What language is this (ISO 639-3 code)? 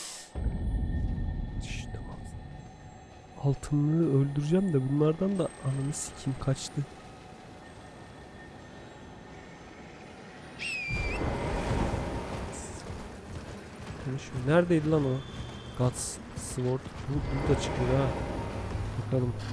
tur